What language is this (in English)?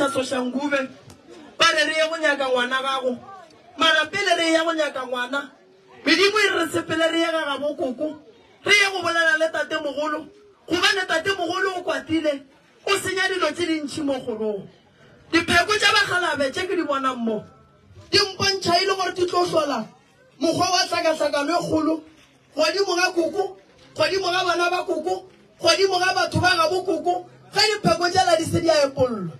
Northern Sotho